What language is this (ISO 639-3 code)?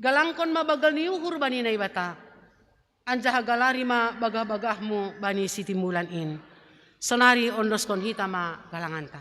bts